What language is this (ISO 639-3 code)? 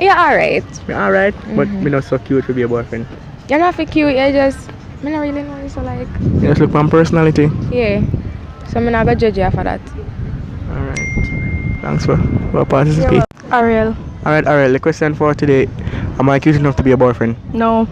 jam